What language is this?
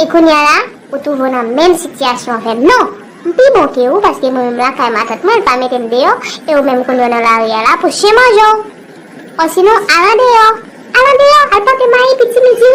Haitian Creole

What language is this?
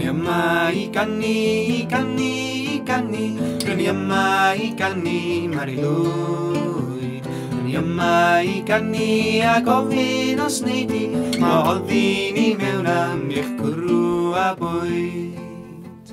Welsh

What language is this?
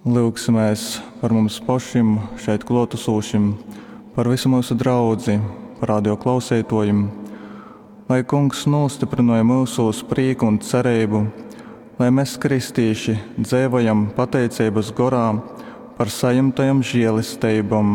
Latgalian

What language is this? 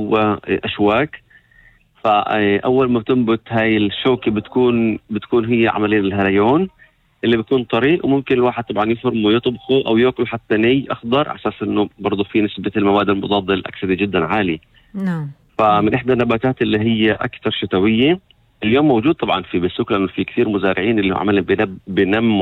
North Levantine Arabic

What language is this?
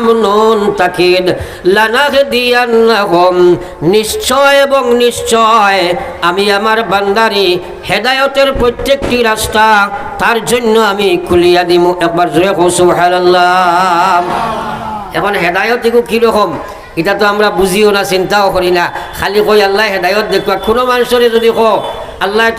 Sylheti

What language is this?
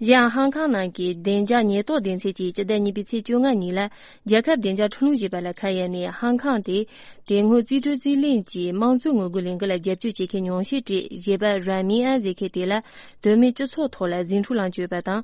Tibetan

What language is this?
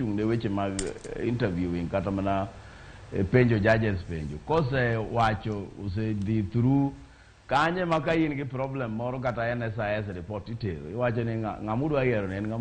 Luo (Kenya and Tanzania)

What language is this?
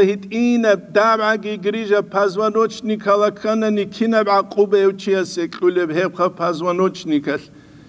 Avaric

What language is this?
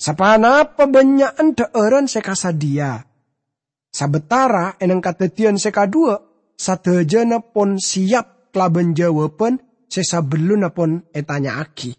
Madurese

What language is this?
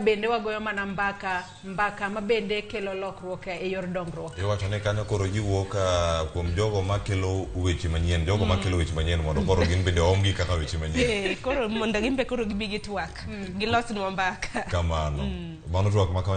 Luo (Kenya and Tanzania)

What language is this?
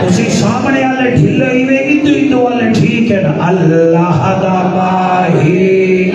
Saraiki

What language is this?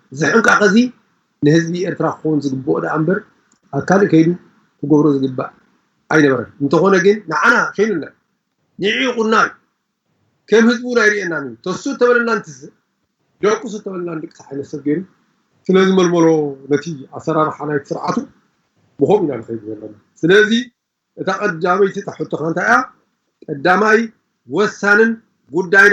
Tigrinya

